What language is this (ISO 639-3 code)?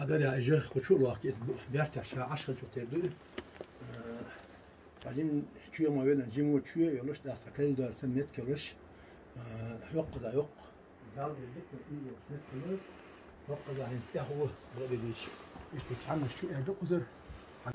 che